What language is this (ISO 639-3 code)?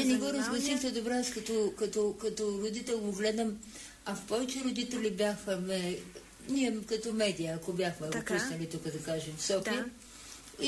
bul